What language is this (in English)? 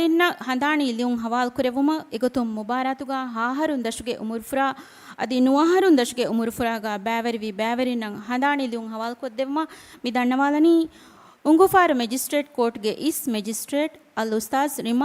Divehi